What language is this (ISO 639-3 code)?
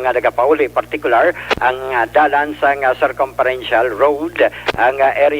hil